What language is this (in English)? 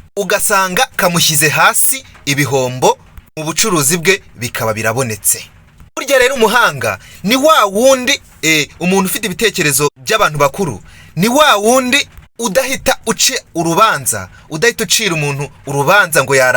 Kinyarwanda